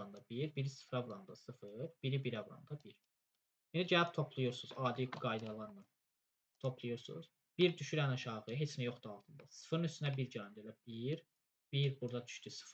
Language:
Azerbaijani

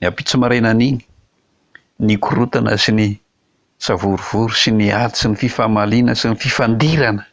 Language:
Malagasy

